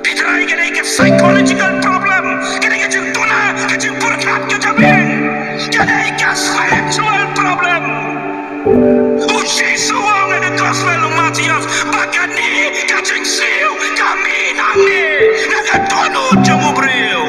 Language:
Khasi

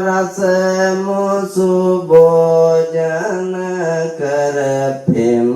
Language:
Sinhala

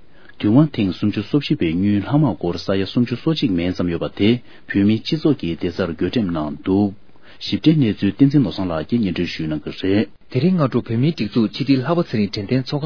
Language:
Tibetan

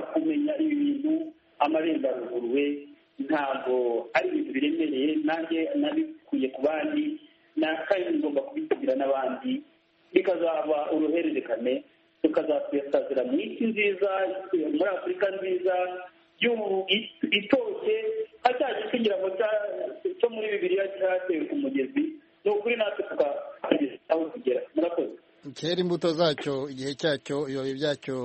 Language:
Kinyarwanda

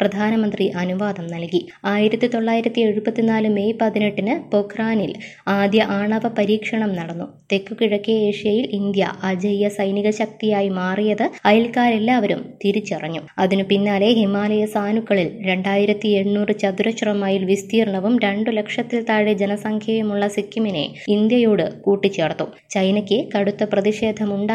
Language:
Malayalam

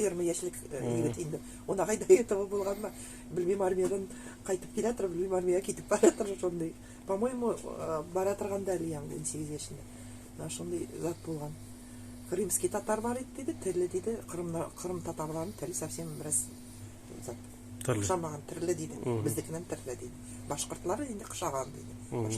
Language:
Nogai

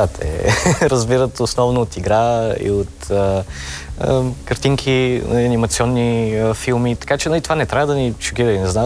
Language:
Bulgarian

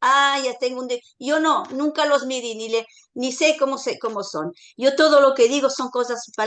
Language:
Ladino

